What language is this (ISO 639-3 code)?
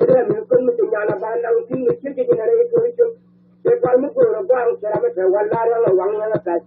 nus